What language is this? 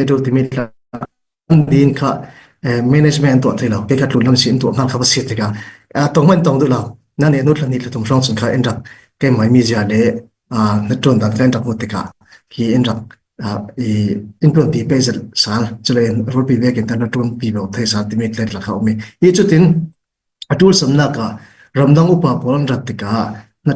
Falam Chin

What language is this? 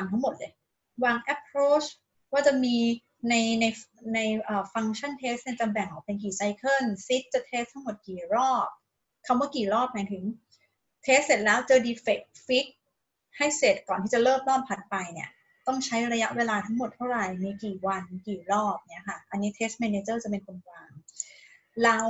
Thai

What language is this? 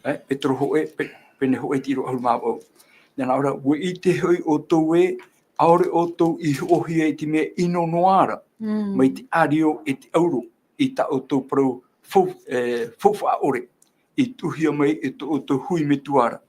Tahitian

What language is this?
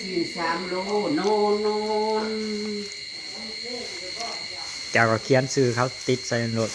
Northeastern Thai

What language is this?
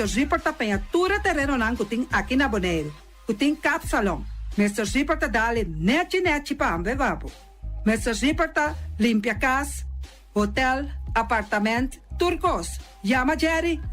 Papiamento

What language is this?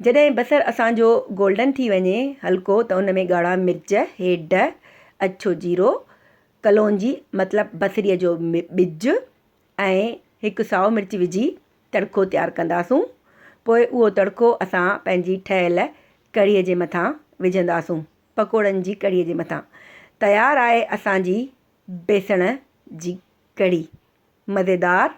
Sindhi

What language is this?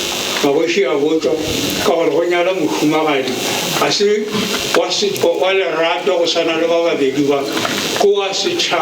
Northern Sotho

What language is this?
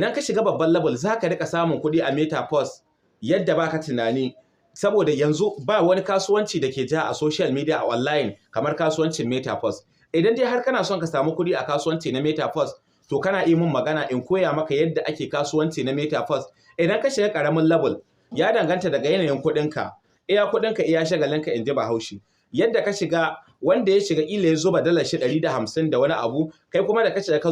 Hausa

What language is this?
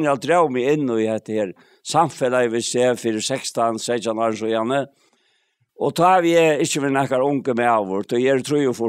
Faroese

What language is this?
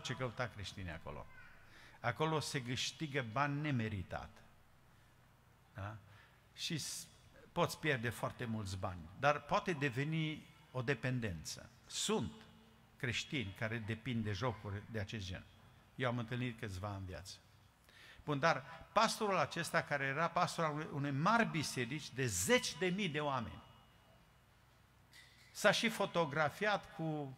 Romanian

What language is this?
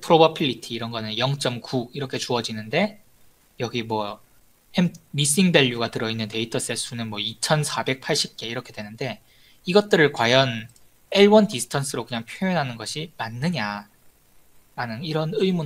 Korean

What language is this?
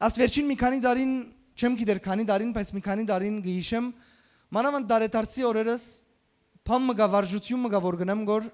Western Armenian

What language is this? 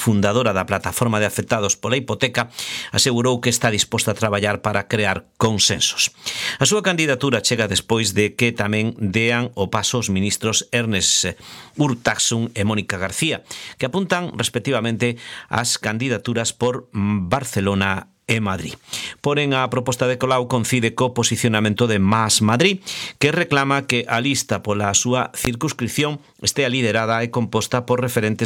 Galician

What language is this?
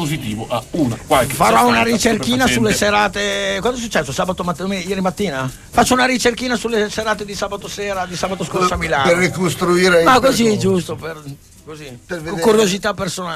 Italian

